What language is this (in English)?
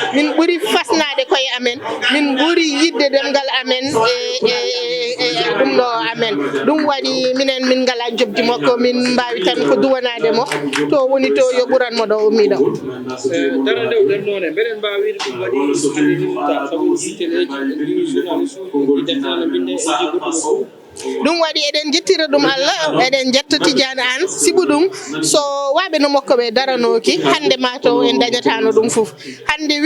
Fula